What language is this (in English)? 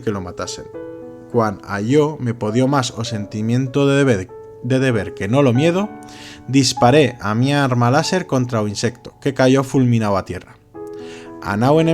Aragonese